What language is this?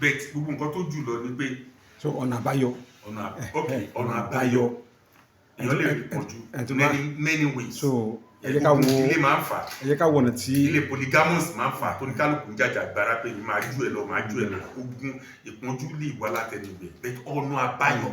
Yoruba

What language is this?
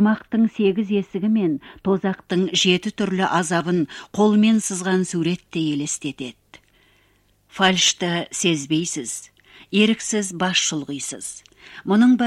Kazakh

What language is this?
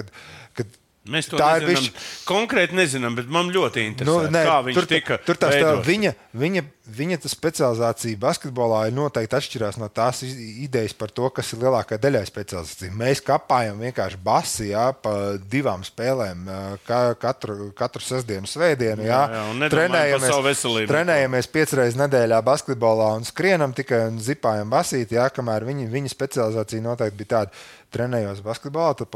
Latvian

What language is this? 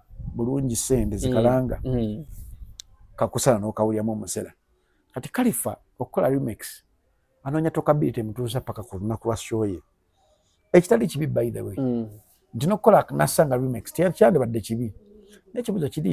Ganda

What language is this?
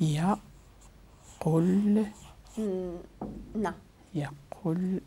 Moroccan Arabic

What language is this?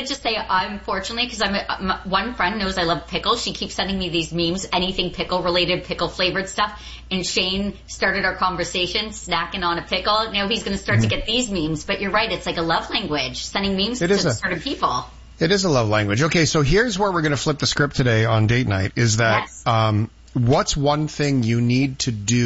English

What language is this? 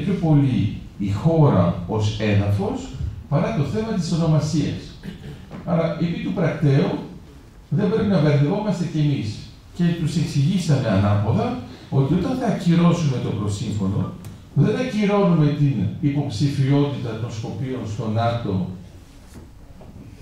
Greek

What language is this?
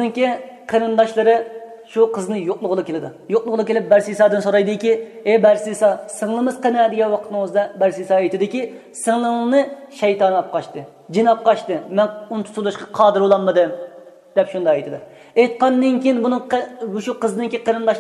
Uyghur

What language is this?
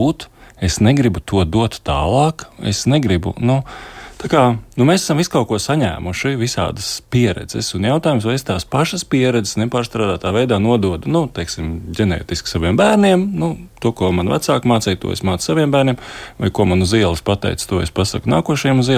Latvian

